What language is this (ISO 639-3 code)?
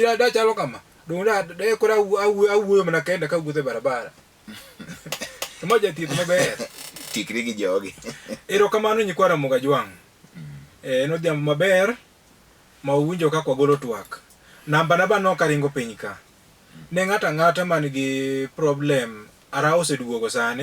luo